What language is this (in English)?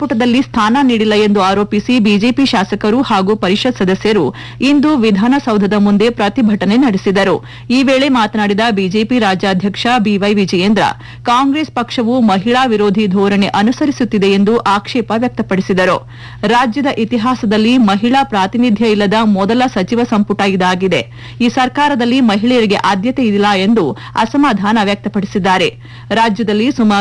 Kannada